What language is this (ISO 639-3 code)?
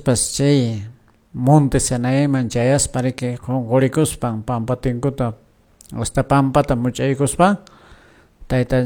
que